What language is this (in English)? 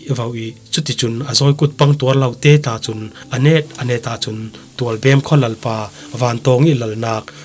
Falam Chin